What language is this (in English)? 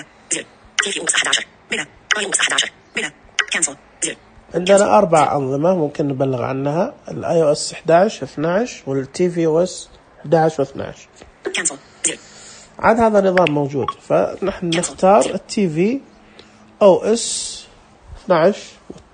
Najdi Arabic